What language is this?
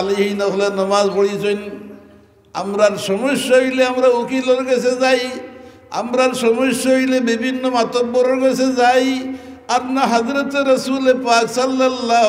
Sylheti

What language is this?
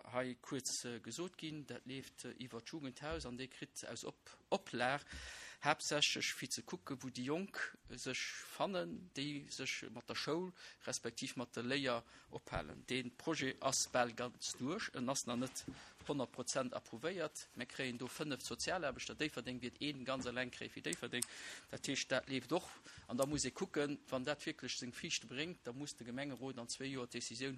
Luxembourgish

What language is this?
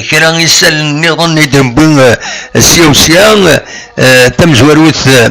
Kabyle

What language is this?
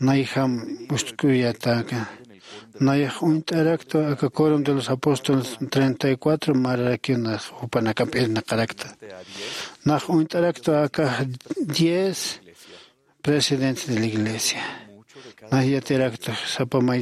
Aymara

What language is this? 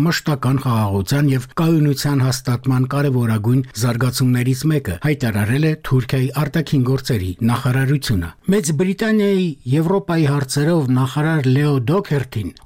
Armenian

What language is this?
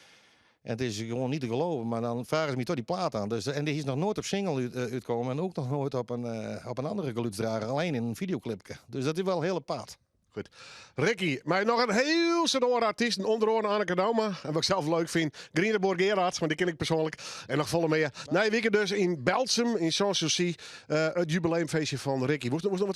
Western Frisian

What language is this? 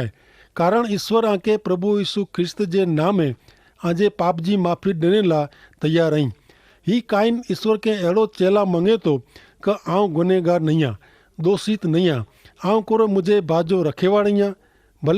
Kachhi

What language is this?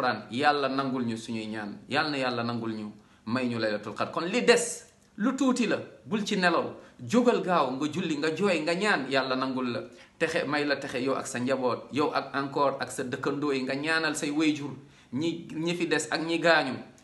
Wolof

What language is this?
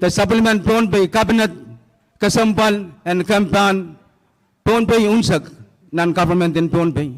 Pohnpeian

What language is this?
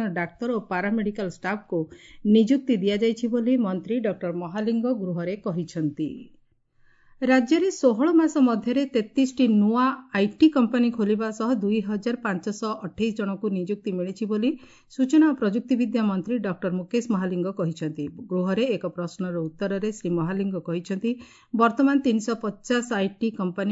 Odia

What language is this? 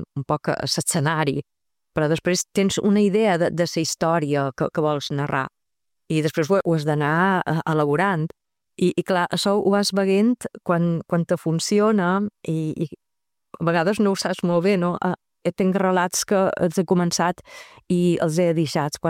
Catalan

